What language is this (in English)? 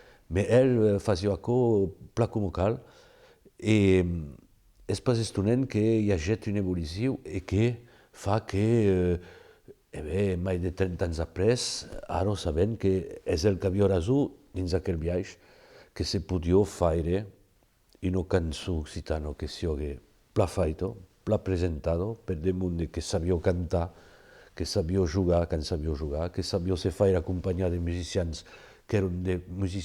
Occitan